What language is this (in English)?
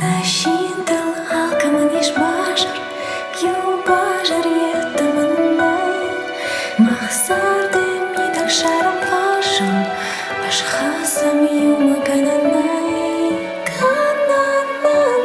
Ossetic